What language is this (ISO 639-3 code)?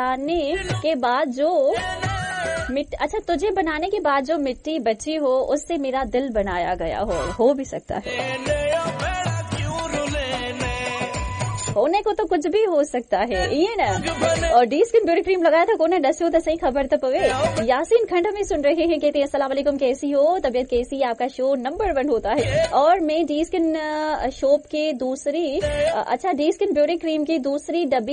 urd